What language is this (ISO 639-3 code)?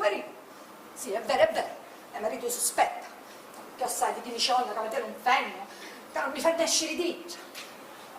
scn